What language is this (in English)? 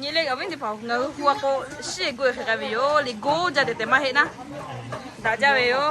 Lahu